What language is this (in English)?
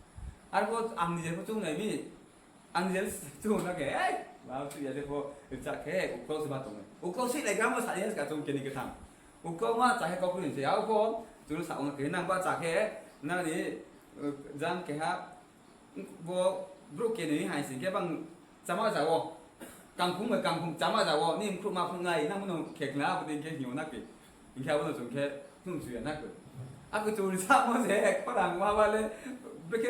Riang (India)